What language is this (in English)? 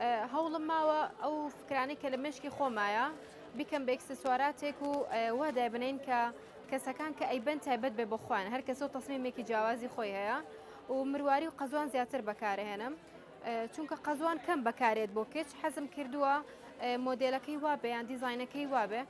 Central Kurdish